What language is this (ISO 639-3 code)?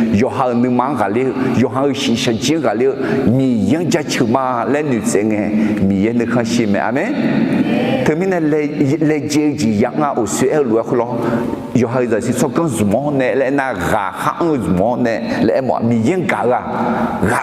ahk